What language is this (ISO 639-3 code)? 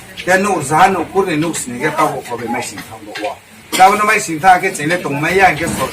ria